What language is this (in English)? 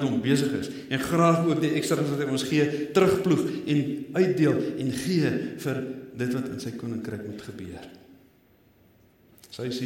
Afrikaans